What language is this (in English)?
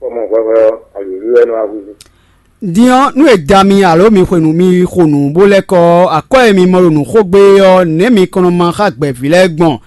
Fon